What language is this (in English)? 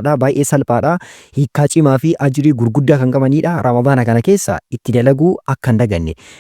Oromo